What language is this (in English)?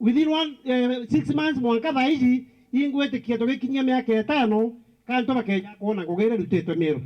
Meru